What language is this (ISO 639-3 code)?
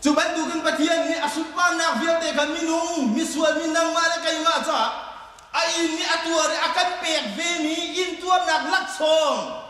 cnh